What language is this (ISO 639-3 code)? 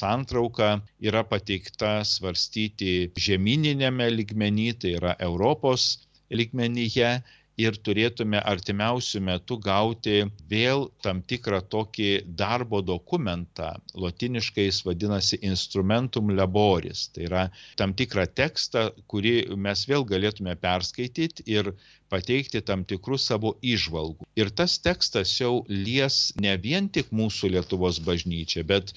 lit